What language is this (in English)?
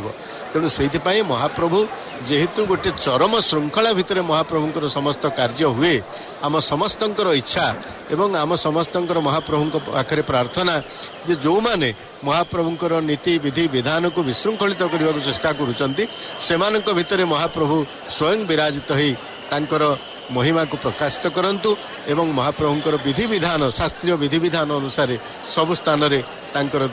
Odia